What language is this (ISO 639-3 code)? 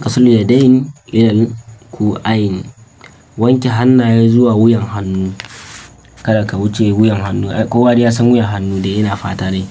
hau